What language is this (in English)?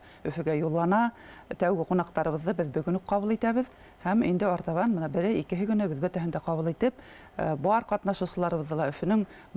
Bashkir